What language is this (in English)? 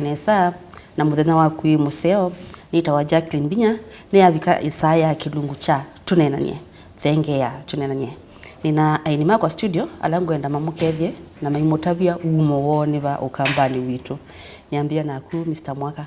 Kamba